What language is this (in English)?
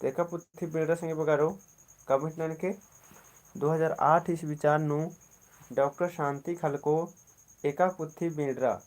Kurukh